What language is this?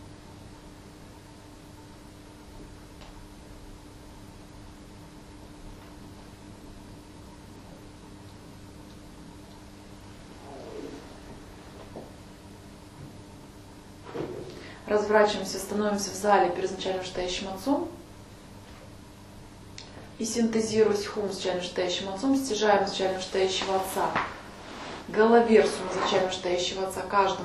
Russian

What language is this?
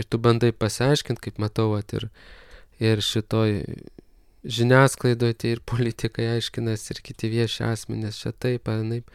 Lithuanian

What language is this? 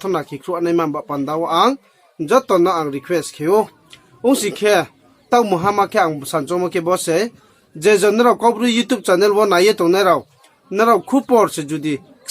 Riang (India)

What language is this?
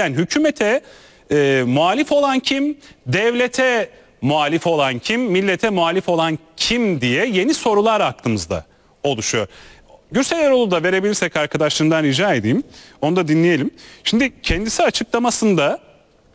Turkish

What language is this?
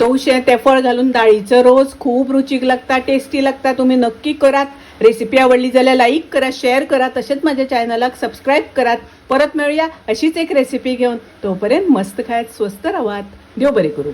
Konkani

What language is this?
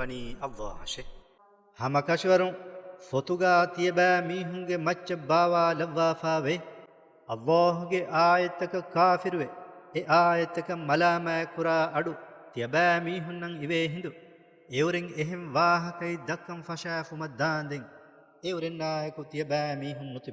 Divehi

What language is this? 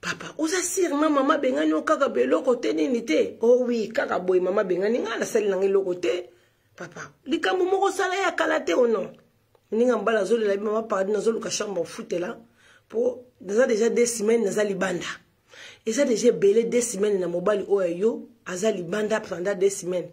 Lingala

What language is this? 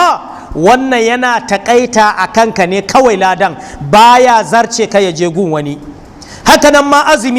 Hausa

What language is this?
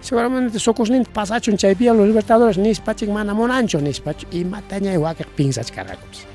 Ayacucho Quechua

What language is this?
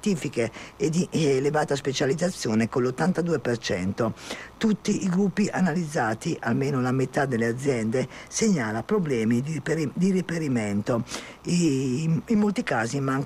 Italian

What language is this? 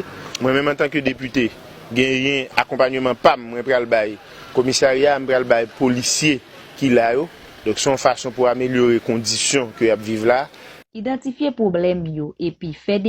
Haitian Creole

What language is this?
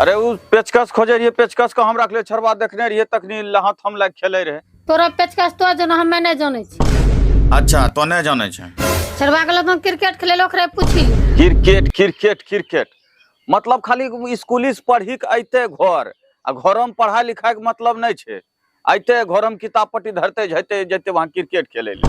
Angika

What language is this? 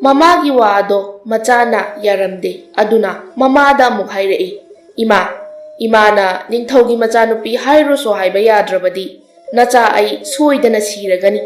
Manipuri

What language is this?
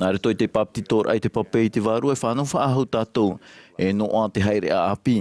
Tahitian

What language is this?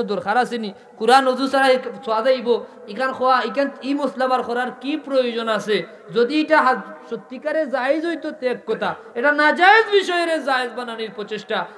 Sylheti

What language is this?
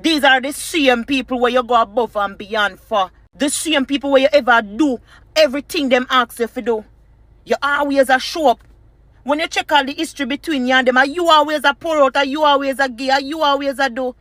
Jamaican Creole English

